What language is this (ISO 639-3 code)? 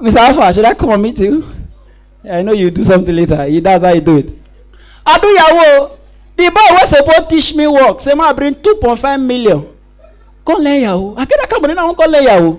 pcm